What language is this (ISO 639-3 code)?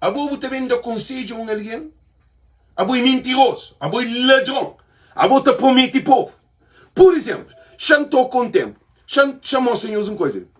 kea